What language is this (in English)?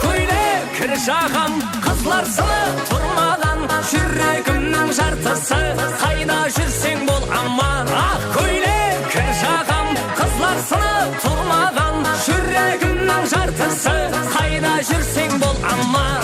Kara-Kalpak